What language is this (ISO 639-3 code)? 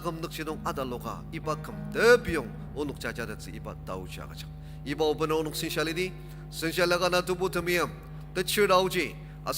njo